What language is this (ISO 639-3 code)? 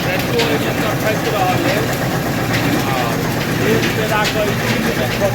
mai